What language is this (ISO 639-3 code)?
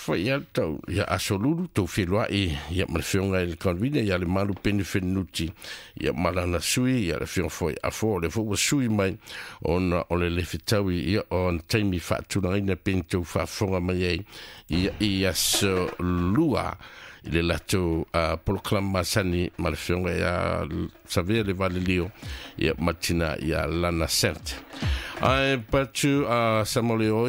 smo